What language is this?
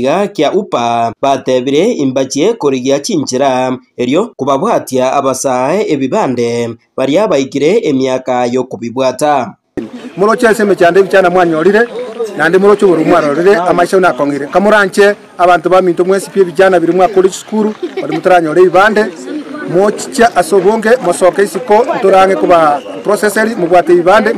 Gusii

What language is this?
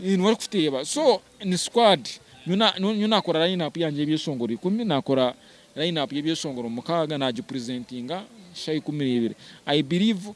Nyankole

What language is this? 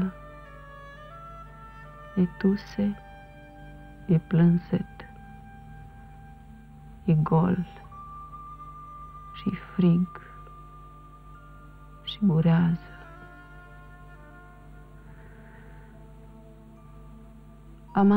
Romanian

